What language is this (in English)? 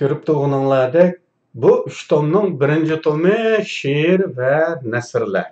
Uyghur